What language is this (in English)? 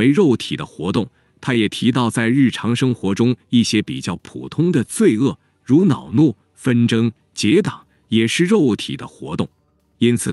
Chinese